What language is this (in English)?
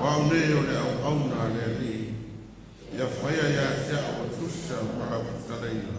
Samoan